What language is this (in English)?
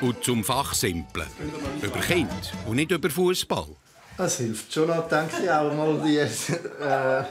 Swiss German